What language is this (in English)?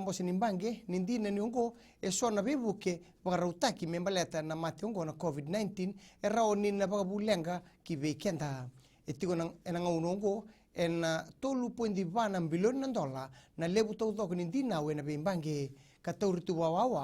Fijian